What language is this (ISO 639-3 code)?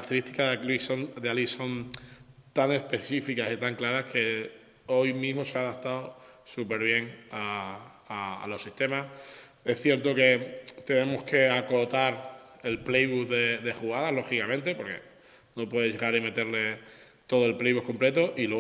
spa